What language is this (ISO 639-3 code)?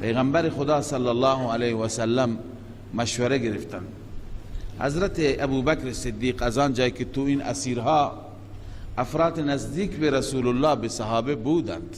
fas